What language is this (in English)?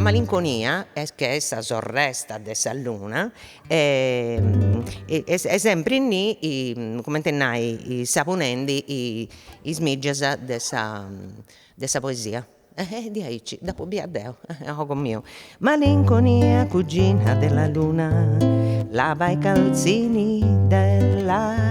Sardinian